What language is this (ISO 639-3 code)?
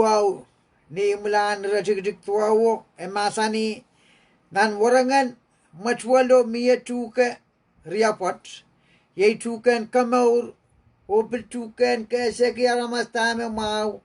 pon